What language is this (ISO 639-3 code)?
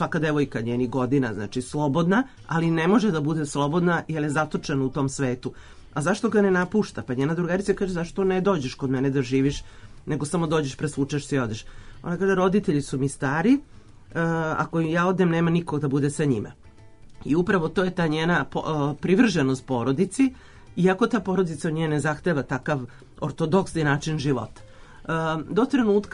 srp